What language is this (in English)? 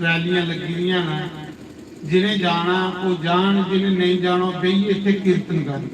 Dogri